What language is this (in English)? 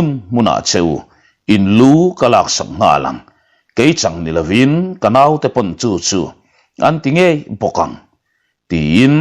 Mizo